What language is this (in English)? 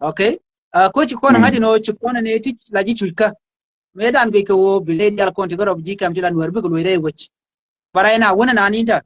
Nuer